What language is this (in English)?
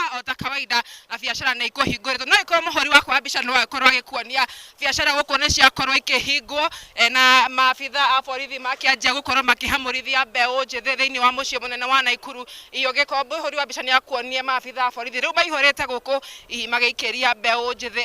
Kikuyu